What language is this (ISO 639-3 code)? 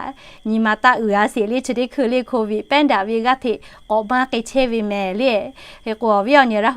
lhu